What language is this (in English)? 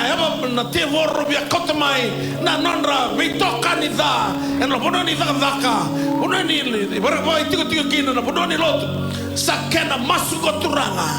Fijian